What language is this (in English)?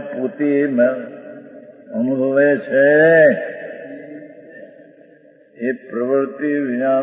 Gujarati